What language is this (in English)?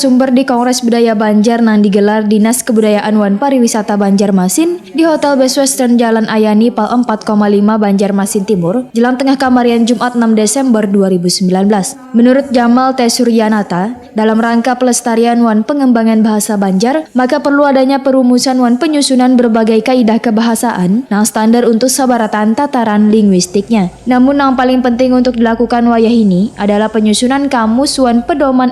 Banjar